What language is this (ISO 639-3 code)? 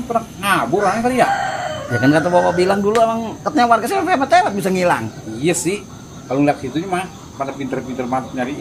bew